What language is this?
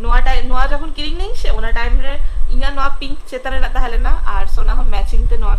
Santali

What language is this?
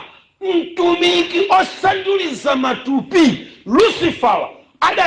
Nyanja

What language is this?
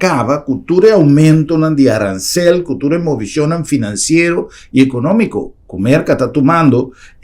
Papiamento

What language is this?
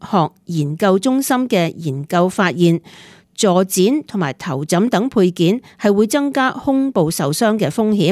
Cantonese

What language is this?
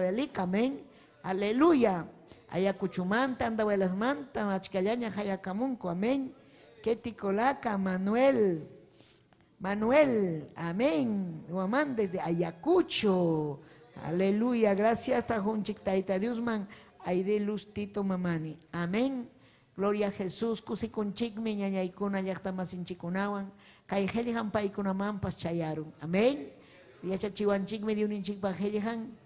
Ayacucho Quechua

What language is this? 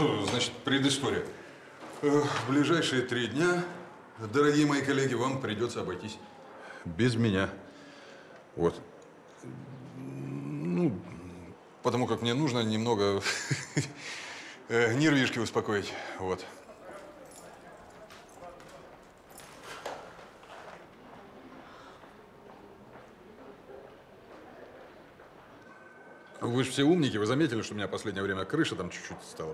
Russian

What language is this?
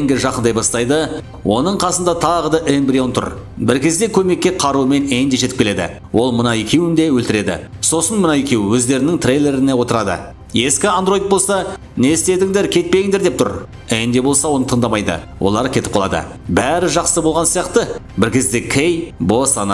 Kazakh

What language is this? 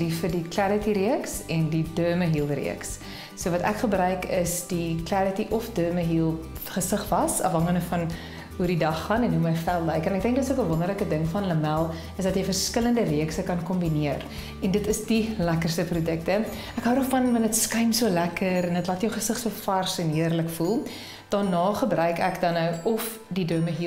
Afrikaans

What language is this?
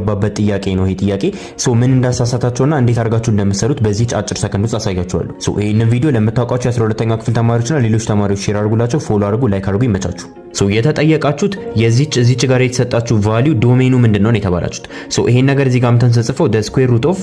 Amharic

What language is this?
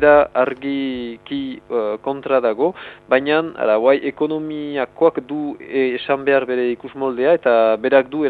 Basque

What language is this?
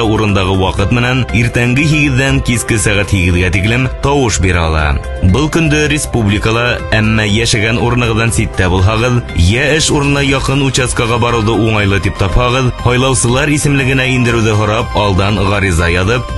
Bashkir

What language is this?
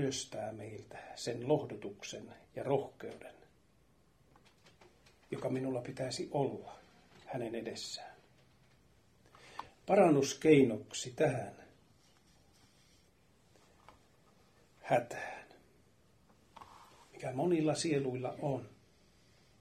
Finnish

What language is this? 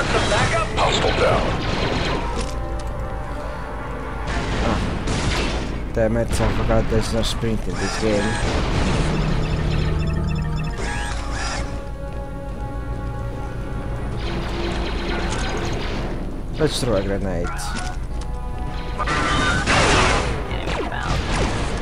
English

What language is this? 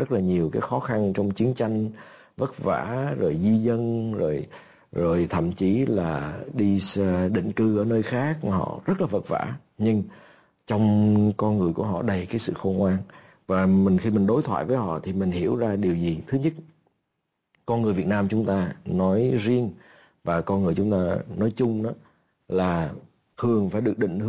Vietnamese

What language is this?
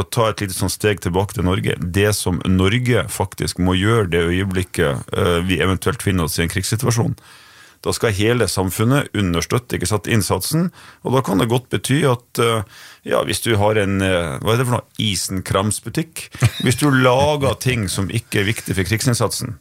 Norwegian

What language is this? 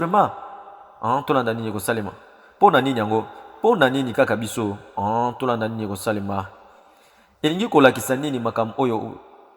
Lingala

